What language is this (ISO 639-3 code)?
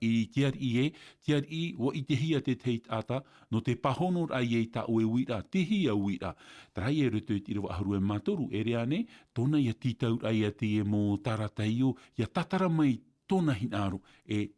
tah